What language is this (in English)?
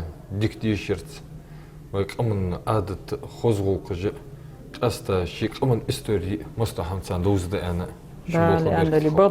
Ingush